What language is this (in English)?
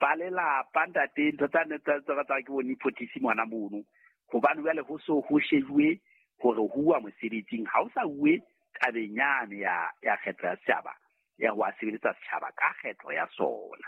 Southern Sotho